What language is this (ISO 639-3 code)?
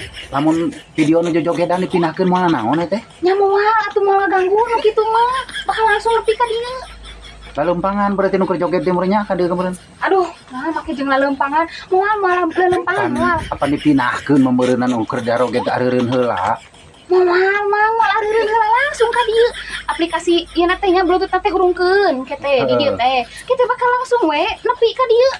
sun